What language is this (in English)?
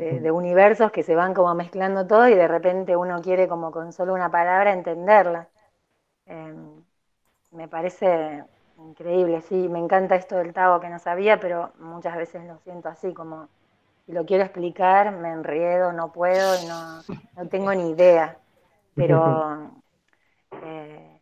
Spanish